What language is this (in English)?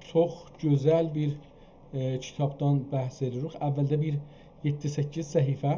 South Azerbaijani